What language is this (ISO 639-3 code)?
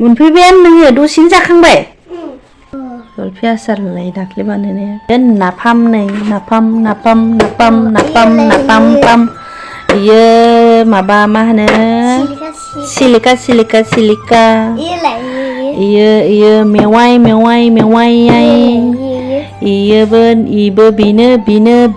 brx